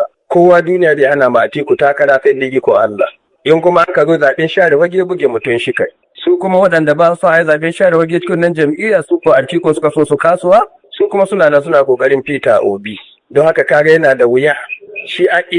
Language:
Hausa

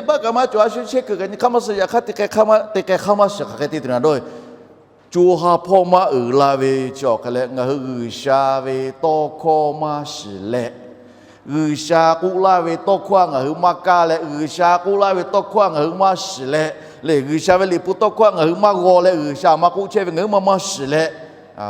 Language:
Lahu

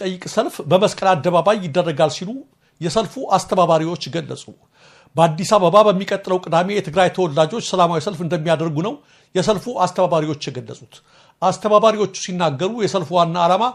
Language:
Amharic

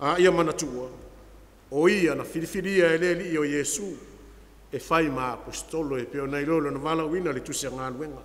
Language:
Samoan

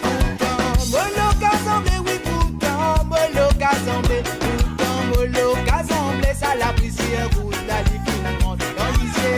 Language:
Morisyen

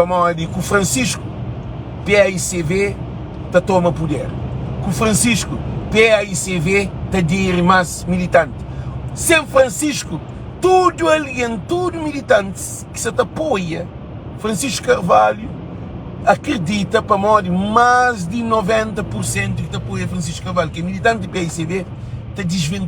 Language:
Kabuverdianu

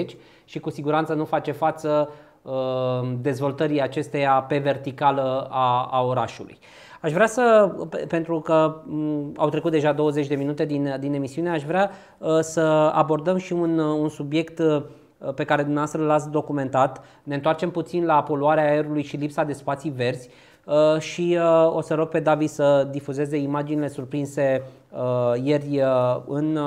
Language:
Romanian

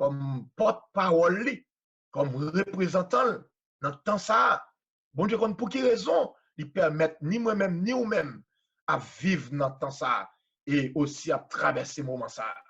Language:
Haitian Creole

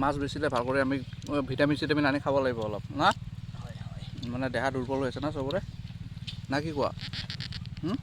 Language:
Assamese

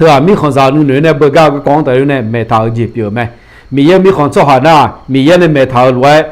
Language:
Akha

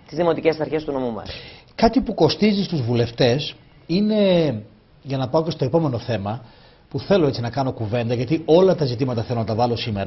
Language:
Greek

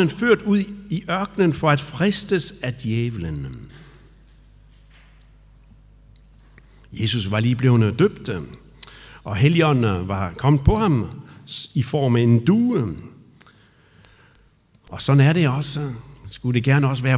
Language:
Danish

